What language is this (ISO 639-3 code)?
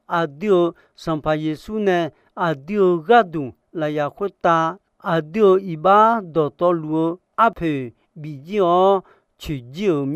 ahk